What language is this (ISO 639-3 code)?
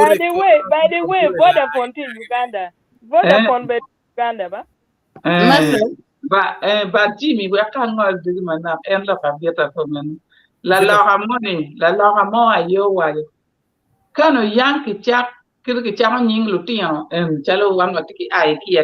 ach